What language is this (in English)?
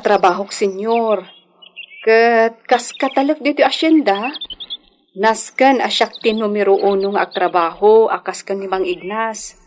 Iloko